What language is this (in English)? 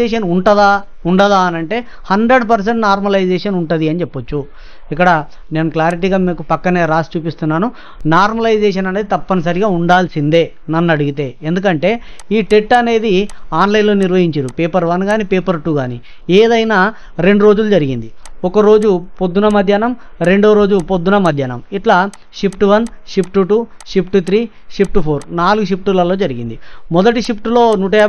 Telugu